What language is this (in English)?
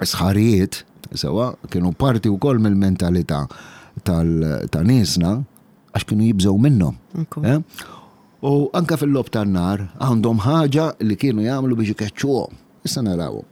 Maltese